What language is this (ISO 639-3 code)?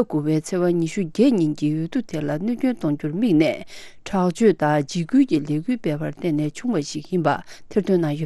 bod